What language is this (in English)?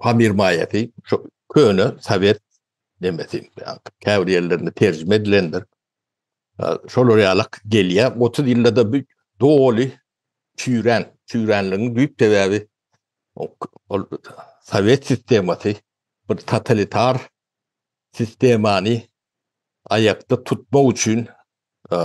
Turkmen